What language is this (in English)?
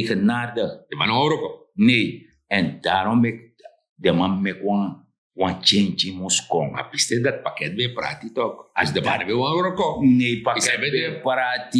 Sranan Tongo